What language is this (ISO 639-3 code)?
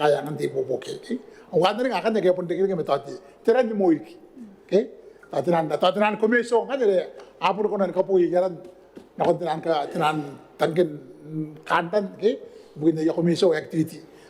gil